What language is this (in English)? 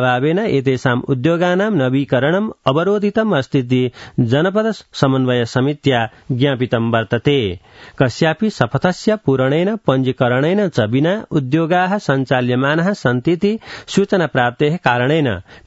Sanskrit